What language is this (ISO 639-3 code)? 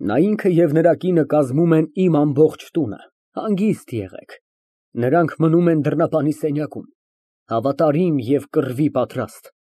hye